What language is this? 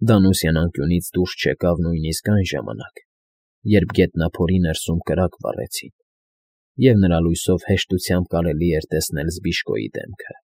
Armenian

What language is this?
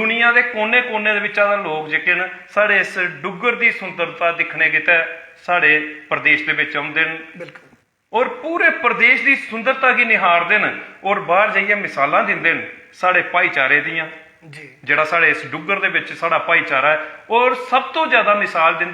Dogri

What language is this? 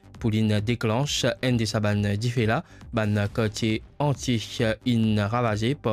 Morisyen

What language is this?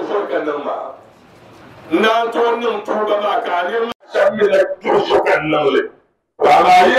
Dagbani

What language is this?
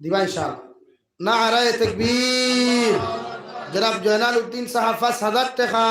Sylheti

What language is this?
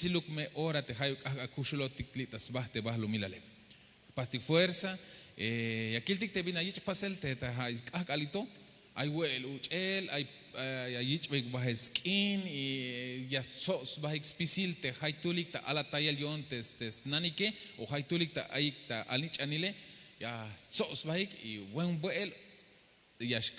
Tzeltal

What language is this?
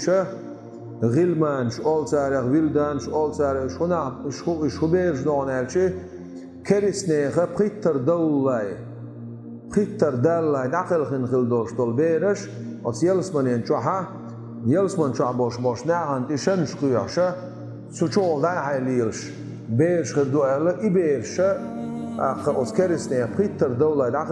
Chechen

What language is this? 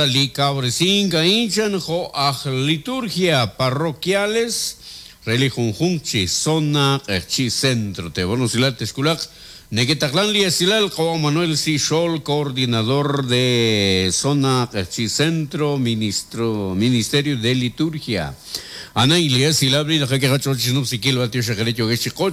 Kekchí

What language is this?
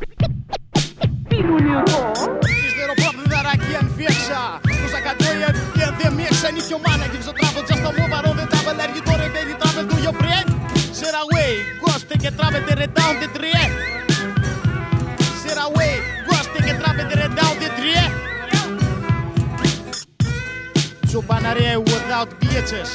Greek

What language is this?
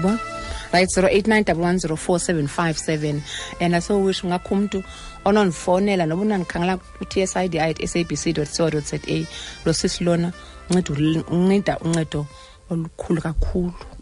Xhosa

